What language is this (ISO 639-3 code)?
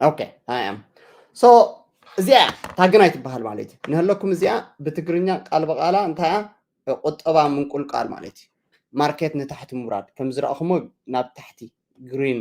tir